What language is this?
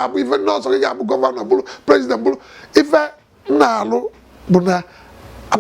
Igbo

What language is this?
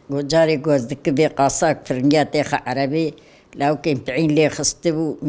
Kurdish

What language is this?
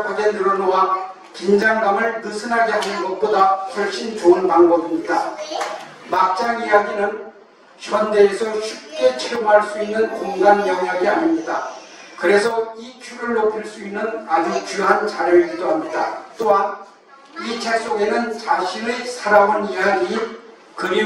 Korean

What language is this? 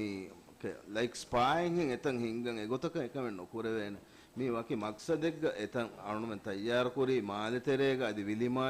Divehi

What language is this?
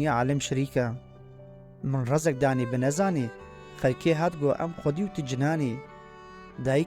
Kurdish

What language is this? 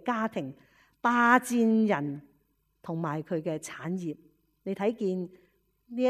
Cantonese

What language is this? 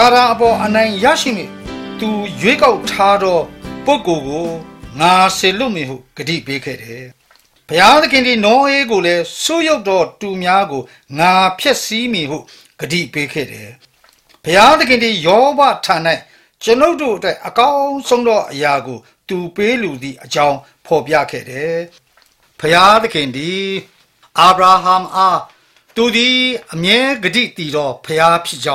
Burmese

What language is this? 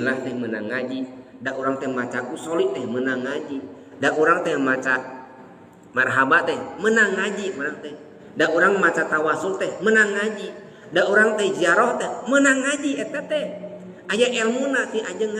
Sundanese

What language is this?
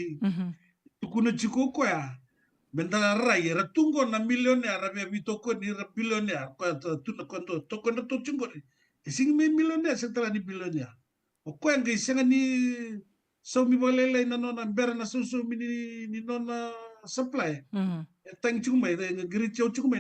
Fijian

